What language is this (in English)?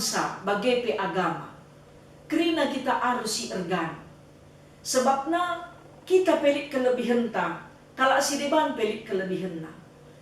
Batak Karo